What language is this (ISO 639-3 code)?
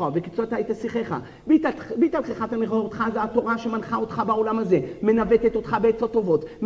heb